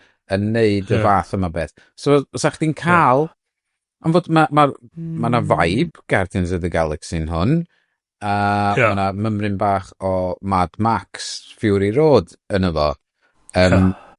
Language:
Welsh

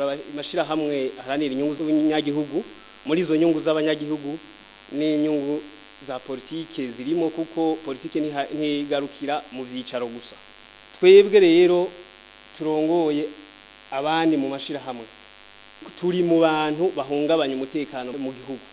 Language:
Rundi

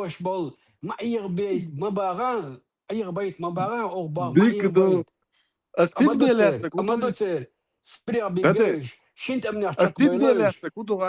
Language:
Chechen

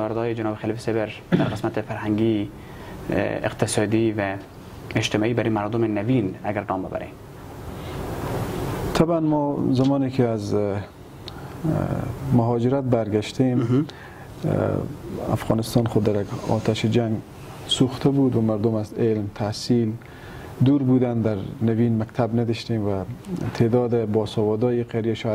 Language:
Persian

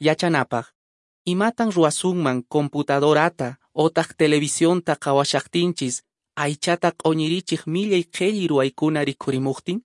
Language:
Quechua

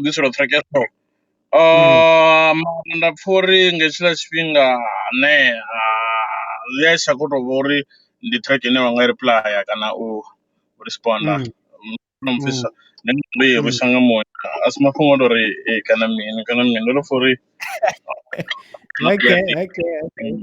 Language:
Venda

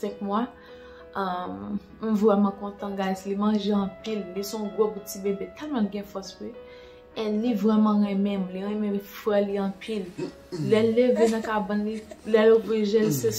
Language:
Haitian Creole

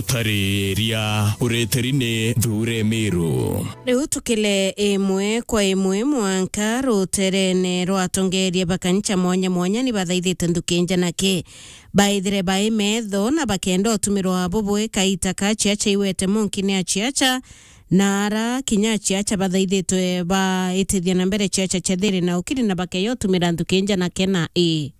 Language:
Meru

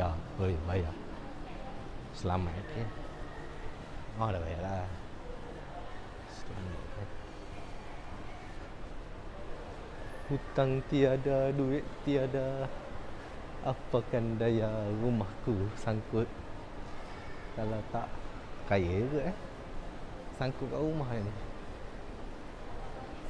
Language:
Malay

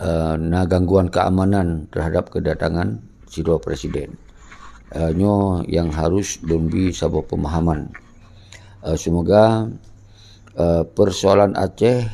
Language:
Achinese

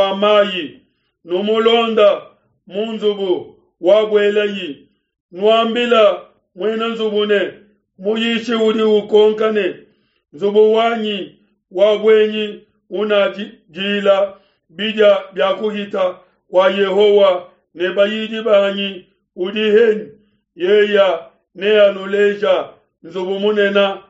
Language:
Luba-Lulua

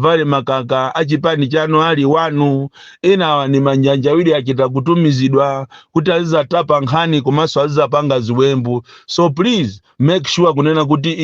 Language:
Nyanja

